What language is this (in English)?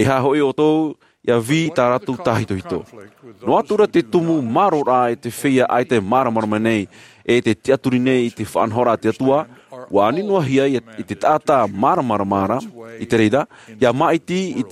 Tahitian